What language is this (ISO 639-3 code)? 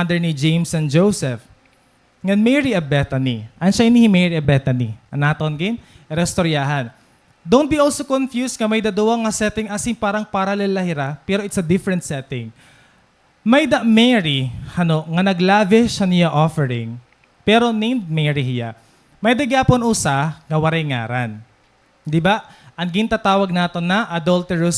war